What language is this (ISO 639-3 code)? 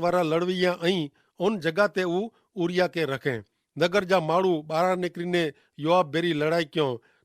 kfr